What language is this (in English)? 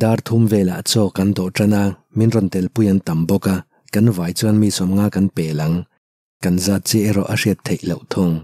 Mizo